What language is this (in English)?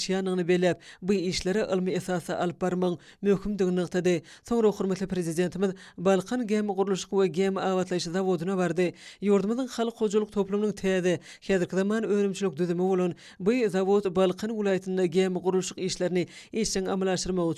Turkmen